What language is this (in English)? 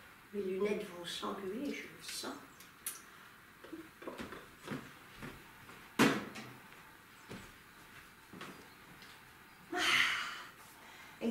French